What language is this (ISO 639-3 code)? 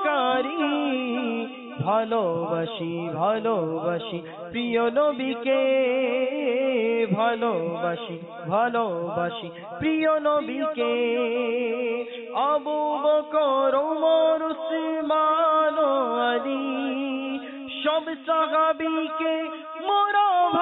ben